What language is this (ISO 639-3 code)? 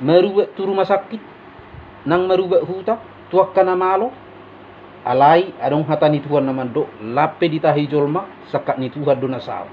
bbc